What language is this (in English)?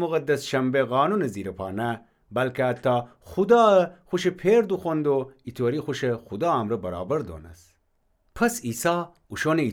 Gilaki